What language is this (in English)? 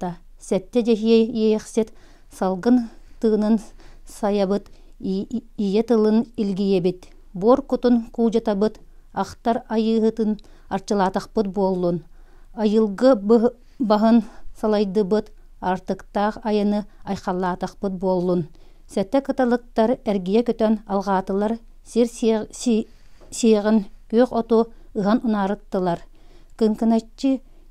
Yakut